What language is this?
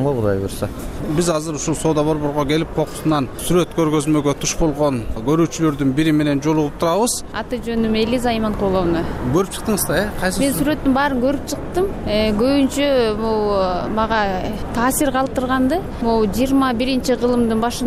Kyrgyz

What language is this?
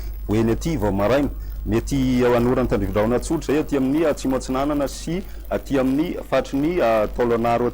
Malagasy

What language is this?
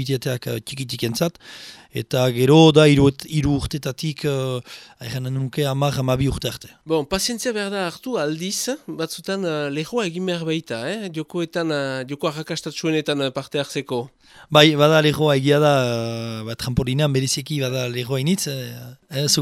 Basque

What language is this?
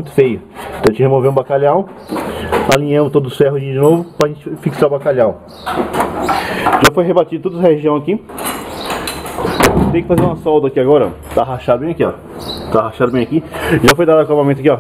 Portuguese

